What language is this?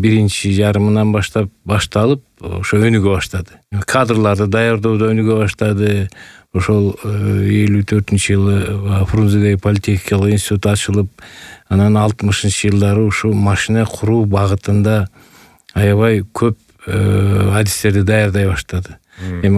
Kyrgyz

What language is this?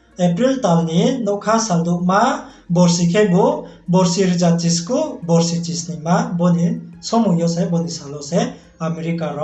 Riang (India)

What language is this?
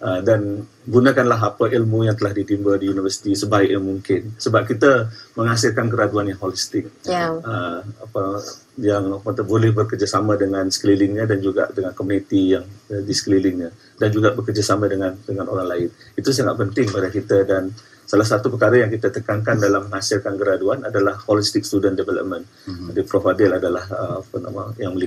Malay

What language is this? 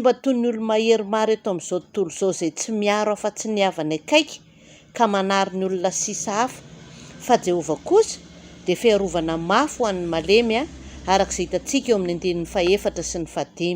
Malagasy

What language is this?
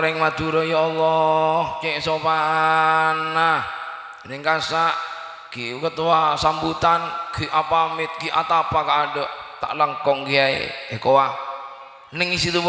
Madurese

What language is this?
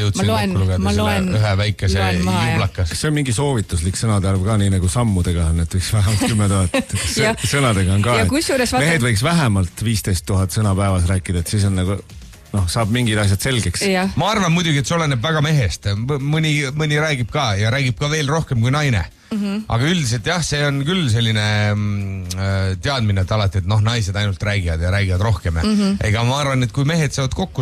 Estonian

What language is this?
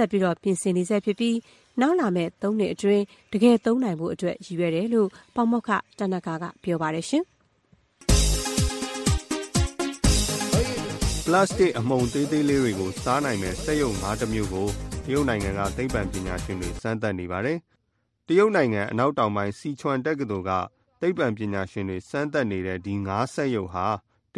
Burmese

